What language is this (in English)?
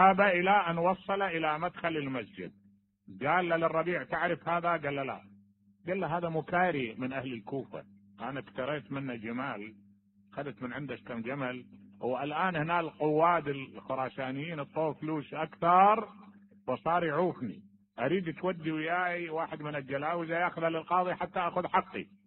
Mesopotamian Arabic